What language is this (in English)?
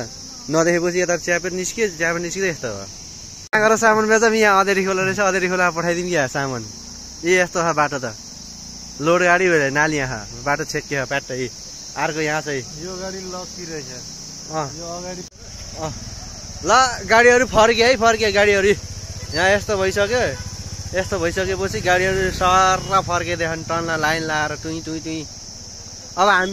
Nepali